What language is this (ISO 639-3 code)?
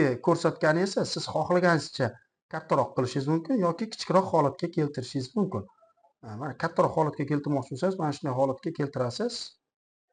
uzb